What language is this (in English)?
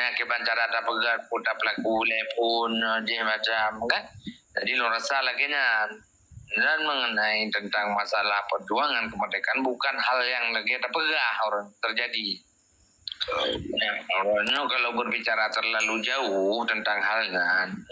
Achinese